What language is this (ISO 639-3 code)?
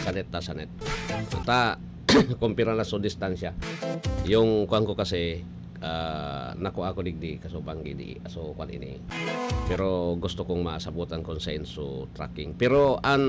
bik